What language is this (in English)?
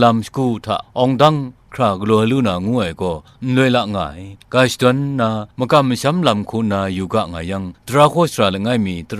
Kachin